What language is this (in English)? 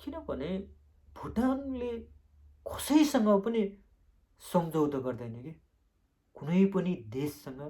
Nepali